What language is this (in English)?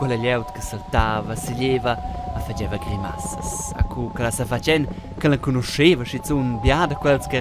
Romansh